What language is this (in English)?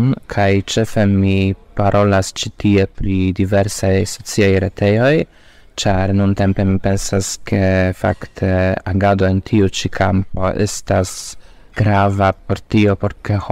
Esperanto